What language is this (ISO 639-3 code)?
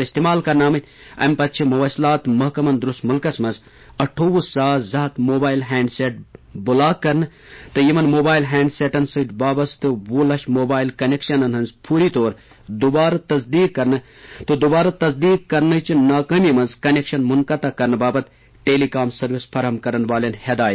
kas